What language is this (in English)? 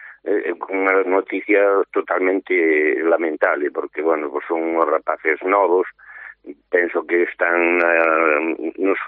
Galician